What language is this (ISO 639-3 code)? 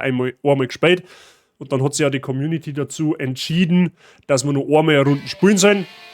bar